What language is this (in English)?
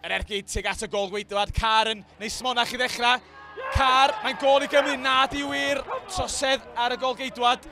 Welsh